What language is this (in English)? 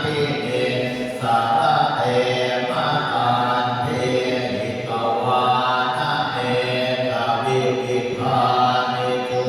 Pali